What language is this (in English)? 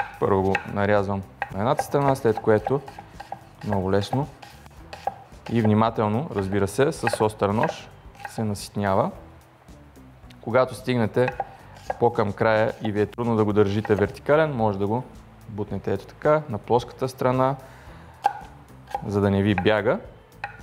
Bulgarian